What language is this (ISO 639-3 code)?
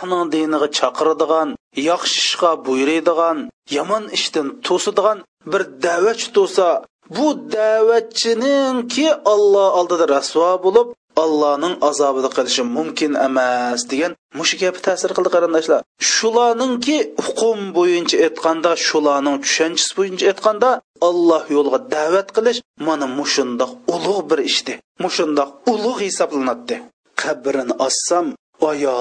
uig